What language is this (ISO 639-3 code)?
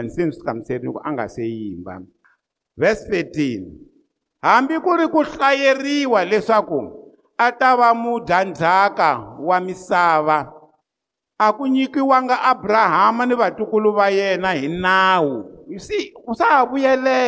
tso